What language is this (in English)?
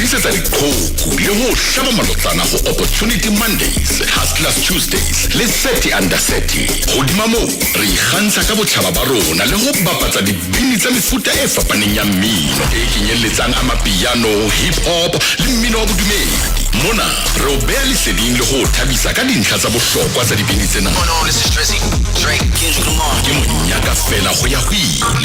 Southern Sotho